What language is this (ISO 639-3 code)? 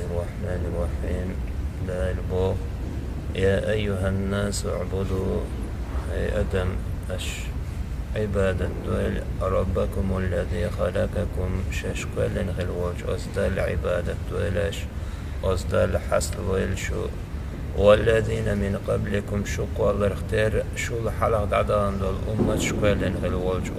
che